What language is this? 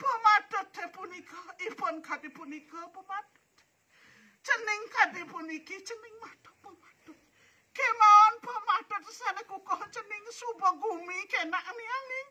Balinese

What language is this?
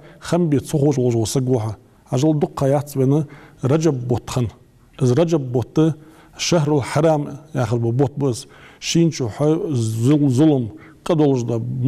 Ingush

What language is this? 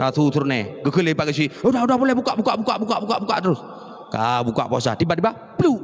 Achinese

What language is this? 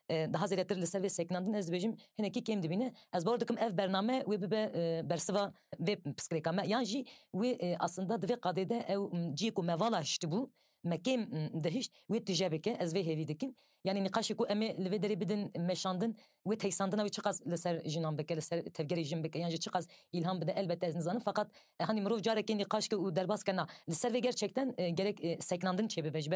Kurdish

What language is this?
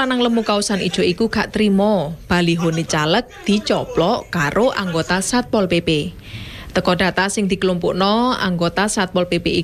Javanese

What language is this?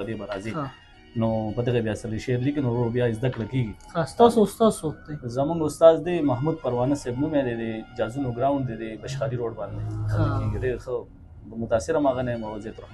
Pashto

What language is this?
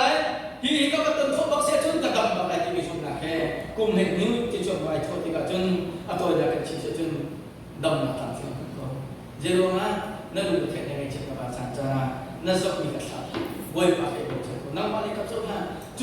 Hakha Chin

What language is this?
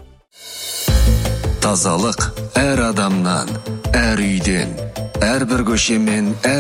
Kazakh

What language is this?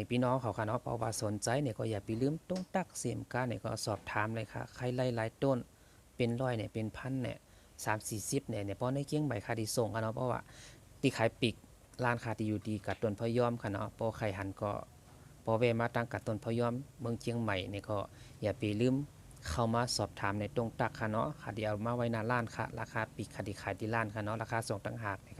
Shan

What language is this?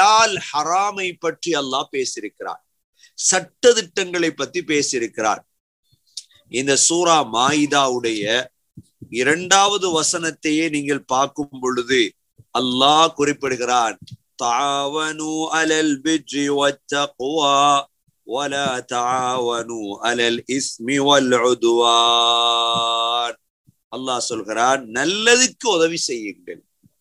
Tamil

